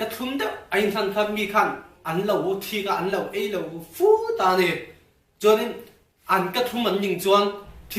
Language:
Mizo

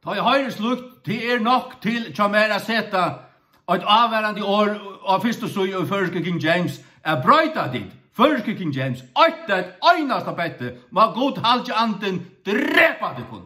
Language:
Faroese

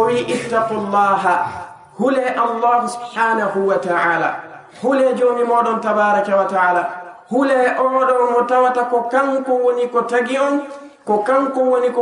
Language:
Fula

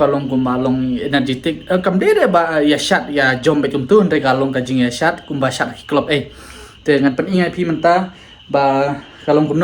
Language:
Khasi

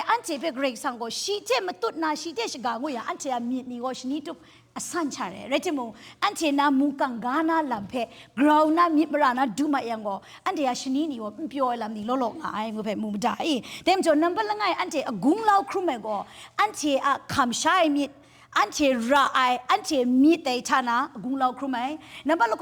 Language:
Kachin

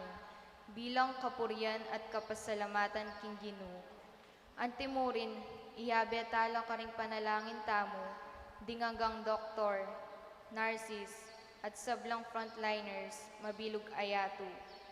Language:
Pampanga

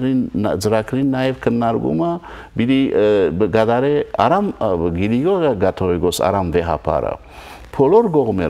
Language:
Western Armenian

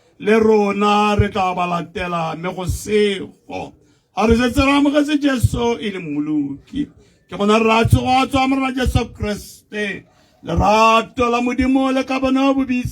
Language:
Tswana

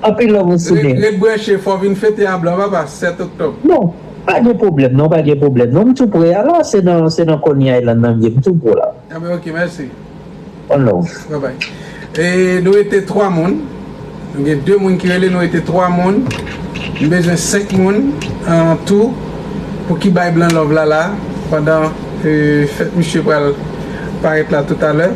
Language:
Haitian Creole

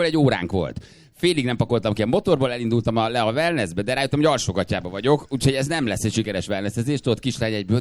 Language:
Hungarian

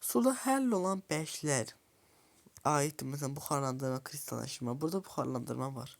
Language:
Azerbaijani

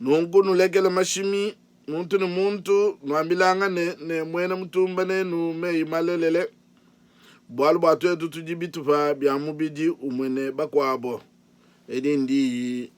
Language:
Luba-Lulua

